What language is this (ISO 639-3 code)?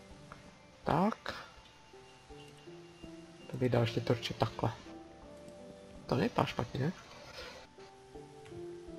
ces